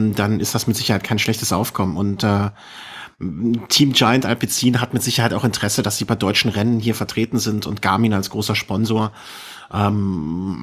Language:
German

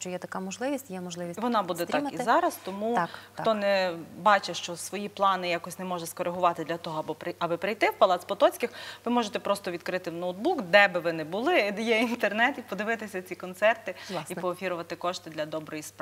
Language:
Ukrainian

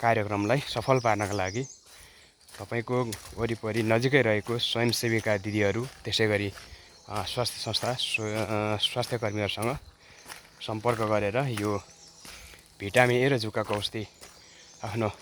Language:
Nepali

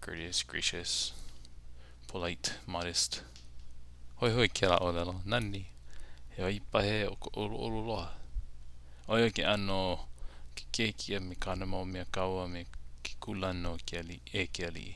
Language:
Hawaiian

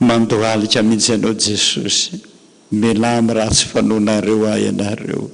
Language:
Malagasy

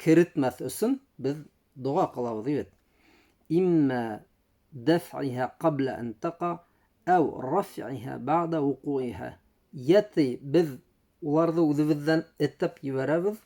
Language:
Bashkir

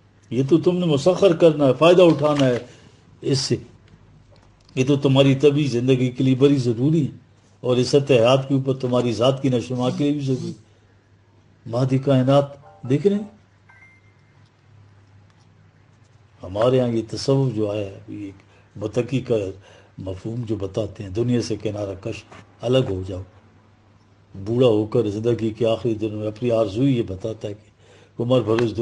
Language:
Urdu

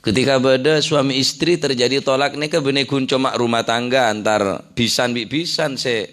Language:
Madurese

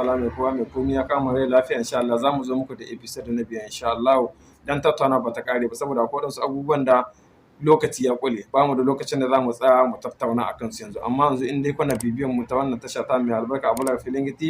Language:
Hausa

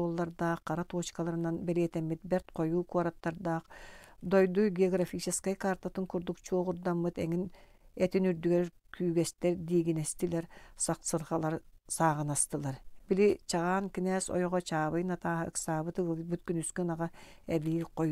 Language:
Yakut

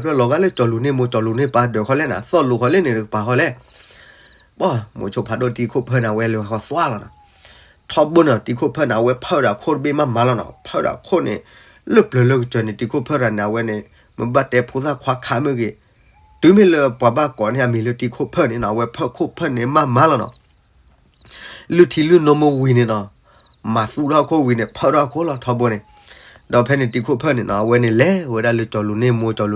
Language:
S'gaw Karen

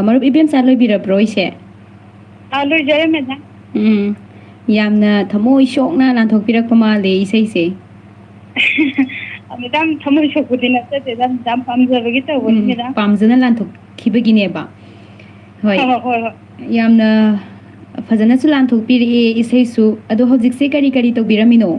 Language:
Manipuri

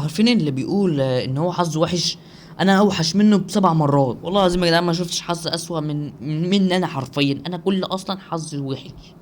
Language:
Egyptian Arabic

